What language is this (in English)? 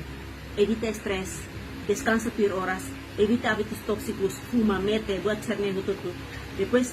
Tetum